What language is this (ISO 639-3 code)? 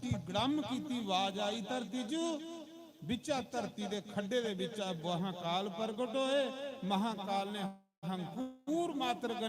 doi